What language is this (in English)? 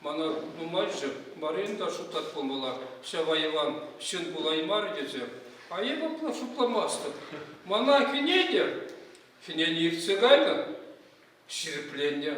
Chuvash